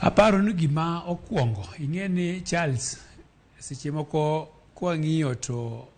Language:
Luo (Kenya and Tanzania)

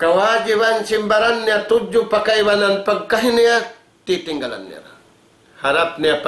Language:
Tausug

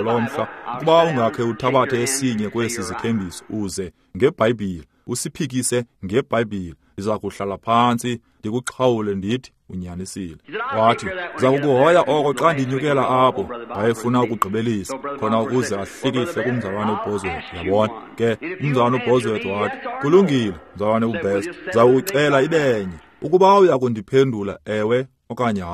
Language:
Xhosa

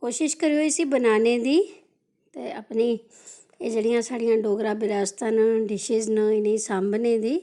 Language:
Dogri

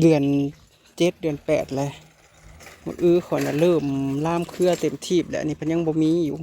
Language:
Northeastern Thai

